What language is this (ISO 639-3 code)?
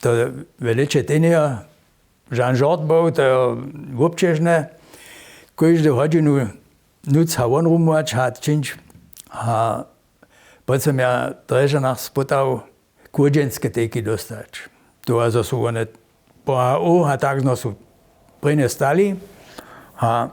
hsb